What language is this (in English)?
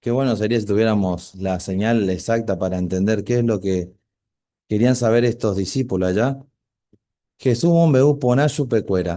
Guarani